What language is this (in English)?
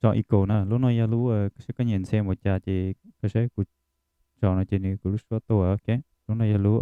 Hmong